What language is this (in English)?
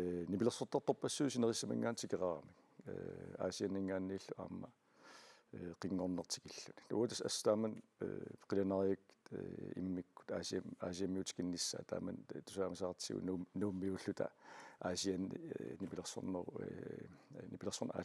Kalaallisut